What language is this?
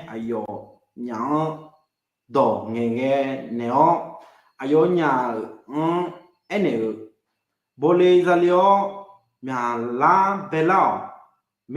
Akha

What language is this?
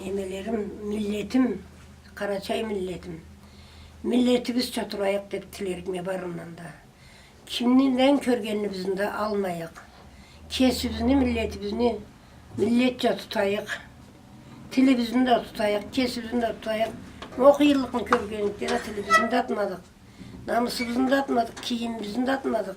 Karachay-Balkar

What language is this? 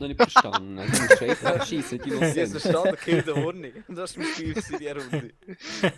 Swiss German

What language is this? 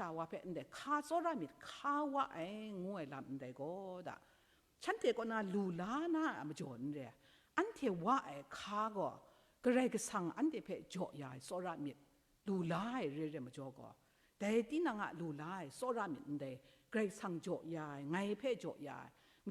Kachin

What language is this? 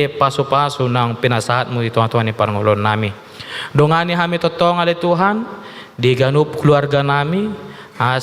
Batak Toba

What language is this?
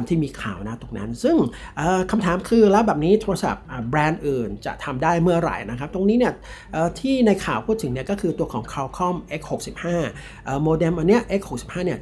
Thai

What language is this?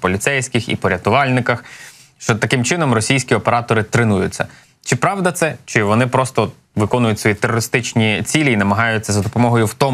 Ukrainian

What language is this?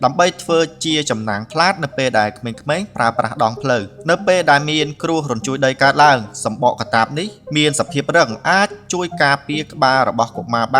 Khmer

